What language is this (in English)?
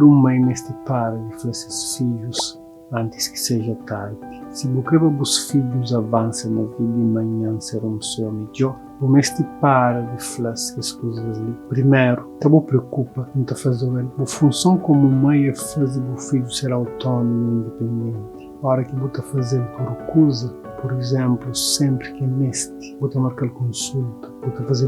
Kabuverdianu